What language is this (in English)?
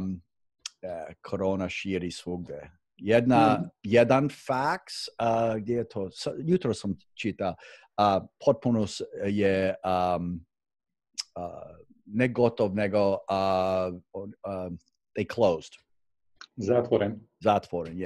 Croatian